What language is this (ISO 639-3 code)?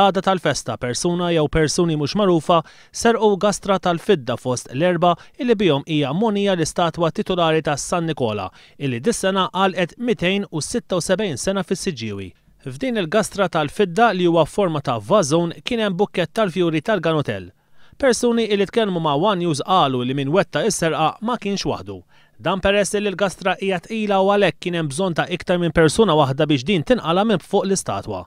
mlt